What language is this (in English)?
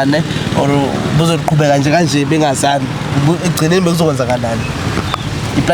Zulu